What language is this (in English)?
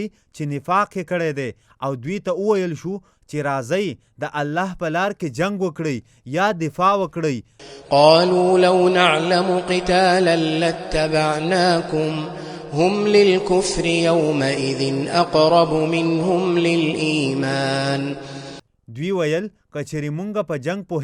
Pashto